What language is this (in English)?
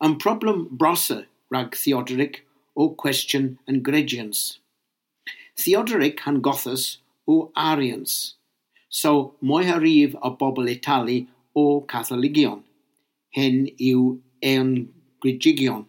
Cornish